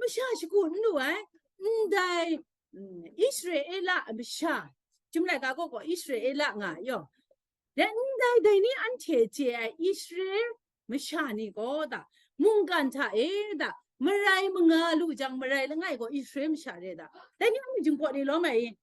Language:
Kachin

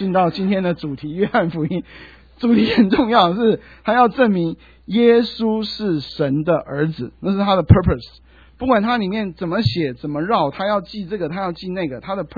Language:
Chinese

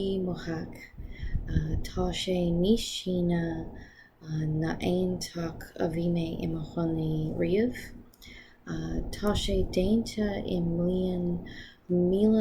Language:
Irish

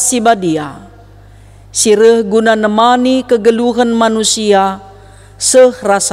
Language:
Batak Karo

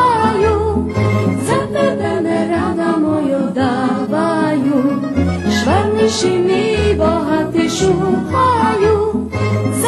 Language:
Rusyn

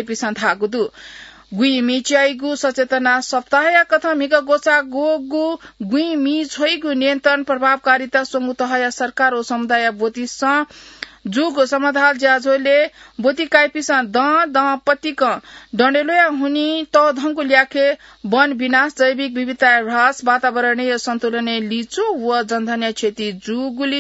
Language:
Newari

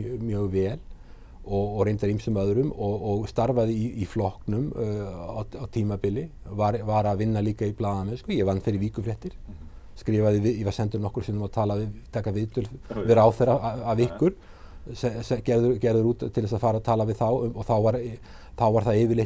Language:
Icelandic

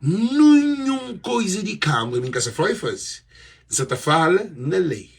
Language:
Kabuverdianu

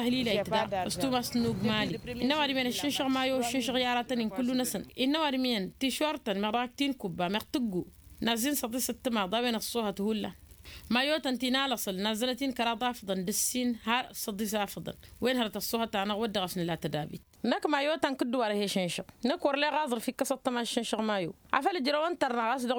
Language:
Tamasheq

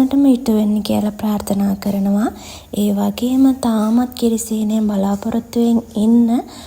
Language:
Sinhala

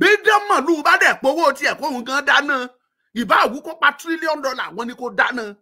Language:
Yoruba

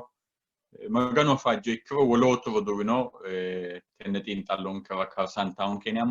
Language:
Sidamo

